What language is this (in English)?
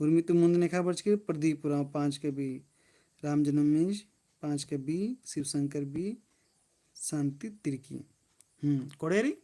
Kurukh